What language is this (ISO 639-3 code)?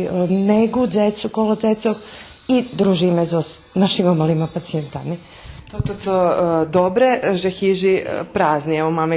rue